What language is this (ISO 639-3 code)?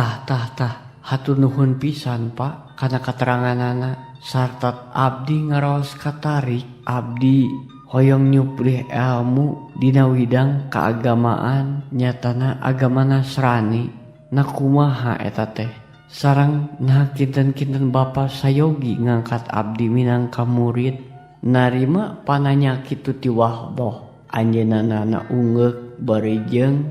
sun